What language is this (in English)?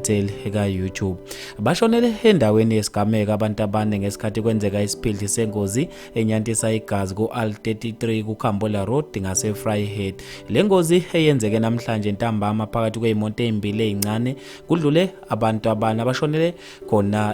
Zulu